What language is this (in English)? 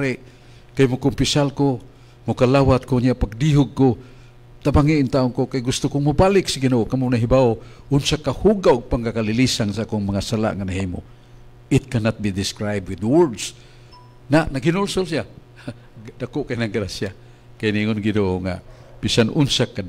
Cebuano